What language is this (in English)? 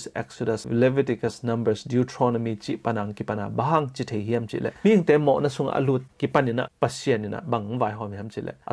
Tedim Chin